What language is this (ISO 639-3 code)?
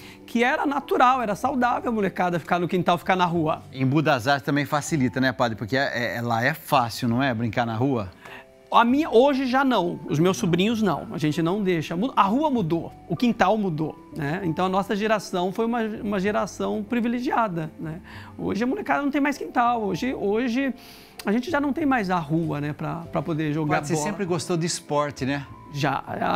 por